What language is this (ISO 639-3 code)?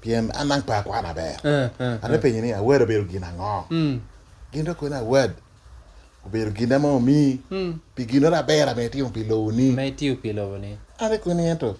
laj